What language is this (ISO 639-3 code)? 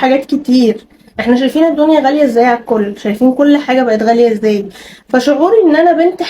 arz